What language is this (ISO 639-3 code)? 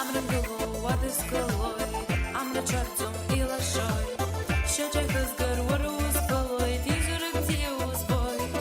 abk